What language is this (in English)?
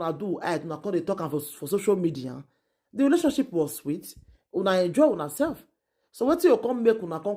Nigerian Pidgin